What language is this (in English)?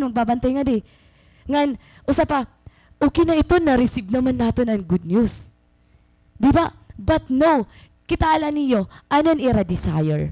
Waray